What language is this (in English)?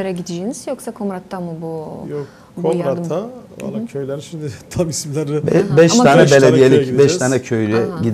Gagauz